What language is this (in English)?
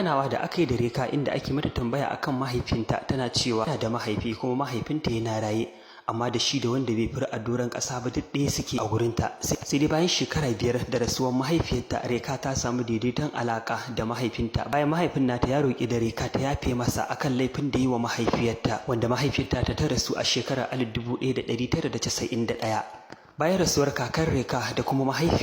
Hausa